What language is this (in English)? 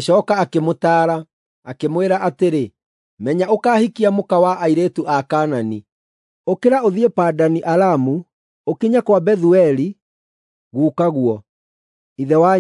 Kikuyu